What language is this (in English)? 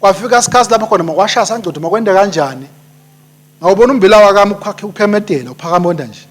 Swati